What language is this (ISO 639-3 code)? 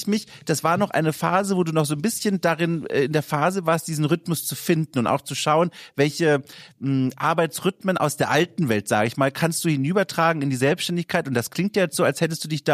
deu